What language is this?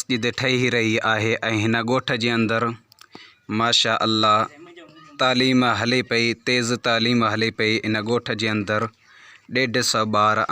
Sindhi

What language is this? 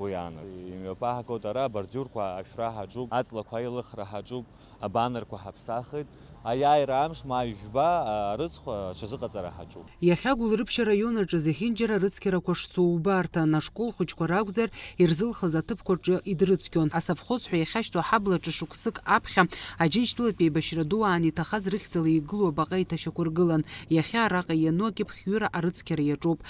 Abkhazian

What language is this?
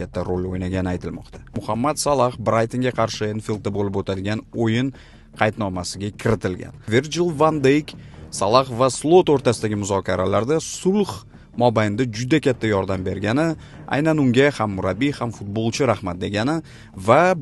Uzbek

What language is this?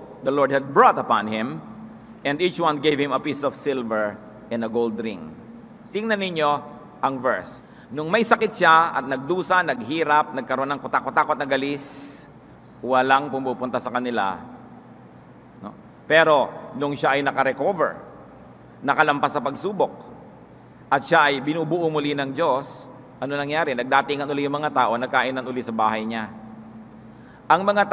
Filipino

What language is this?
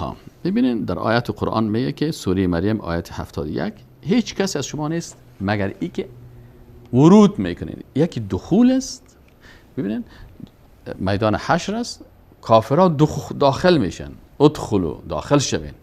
Persian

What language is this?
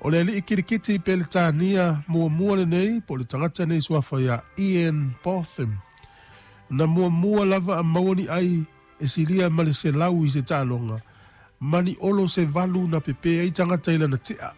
Samoan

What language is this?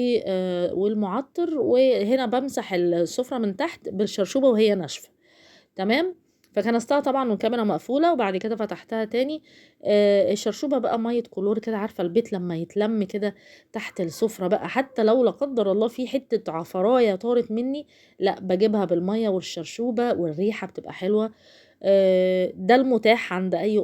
Egyptian Arabic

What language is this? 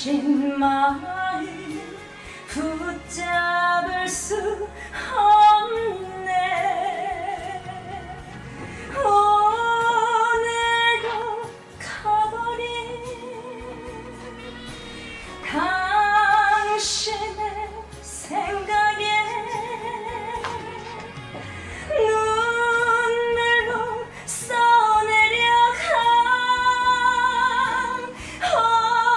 Korean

